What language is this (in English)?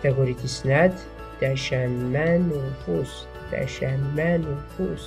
Tachelhit